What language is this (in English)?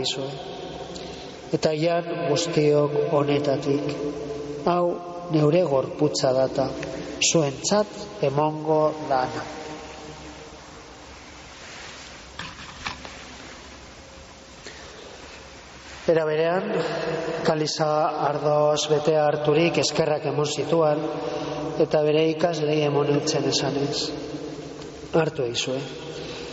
Basque